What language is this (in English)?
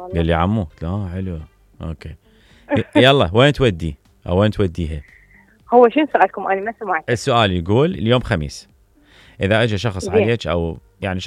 Mesopotamian Arabic